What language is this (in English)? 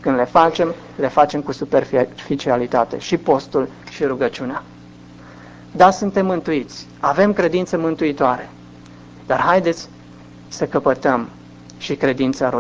Romanian